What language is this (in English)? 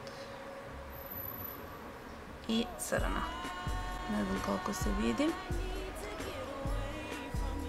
Serbian